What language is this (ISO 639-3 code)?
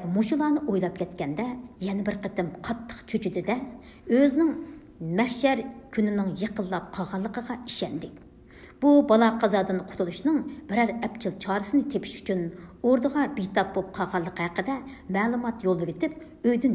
uig